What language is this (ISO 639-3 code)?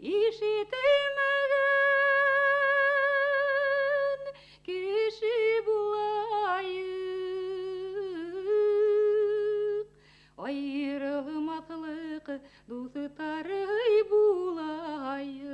bak